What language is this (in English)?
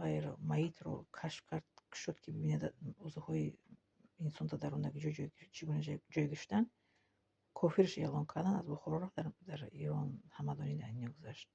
Tajik